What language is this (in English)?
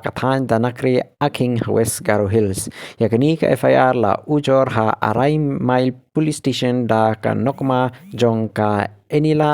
Khasi